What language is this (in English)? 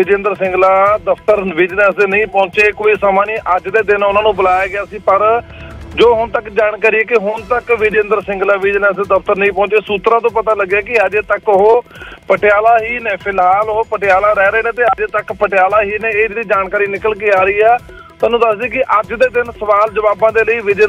Punjabi